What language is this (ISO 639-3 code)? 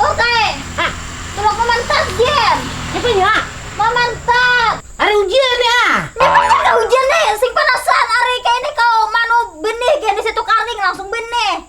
bjn